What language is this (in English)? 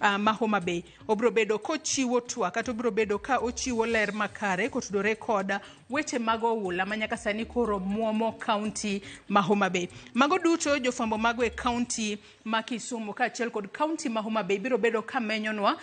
Luo (Kenya and Tanzania)